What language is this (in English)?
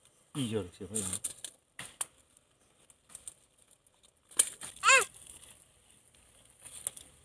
Gujarati